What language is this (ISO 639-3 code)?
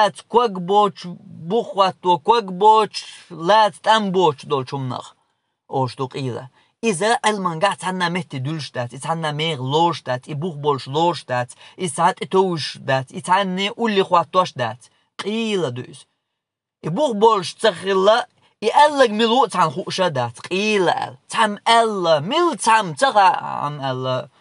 che